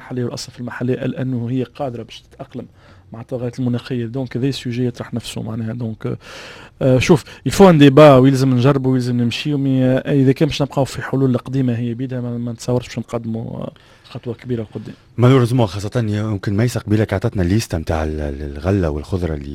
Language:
Tunisian Arabic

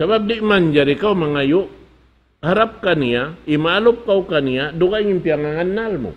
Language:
Tausug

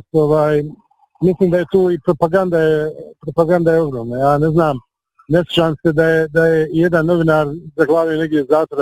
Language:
Bosnian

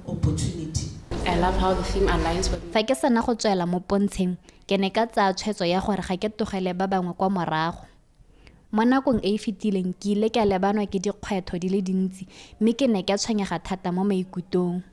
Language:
Tswana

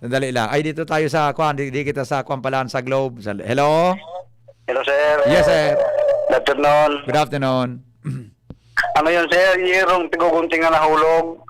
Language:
Bikol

